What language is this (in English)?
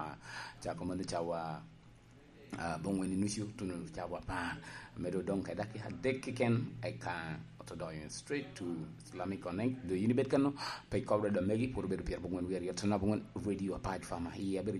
Lango (Uganda)